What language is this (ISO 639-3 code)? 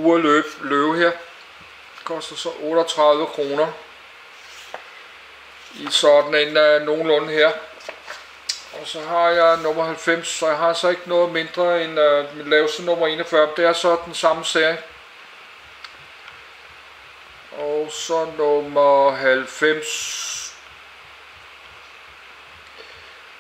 dan